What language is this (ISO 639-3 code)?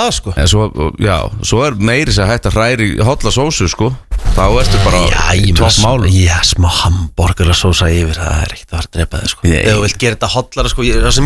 isl